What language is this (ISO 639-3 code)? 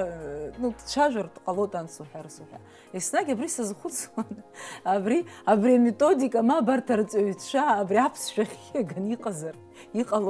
abk